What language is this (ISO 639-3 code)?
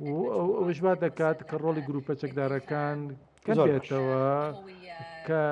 ckb